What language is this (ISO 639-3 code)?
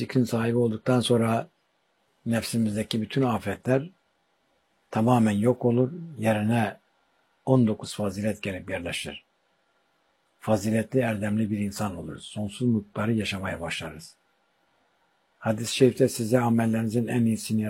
tur